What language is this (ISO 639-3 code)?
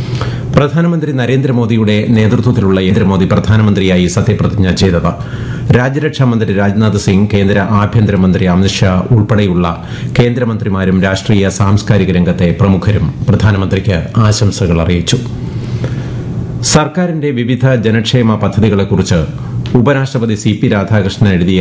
mal